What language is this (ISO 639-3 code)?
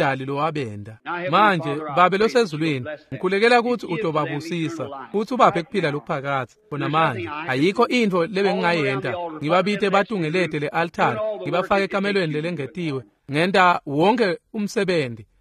ssw